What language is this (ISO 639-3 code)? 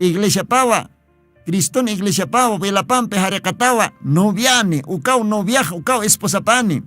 aym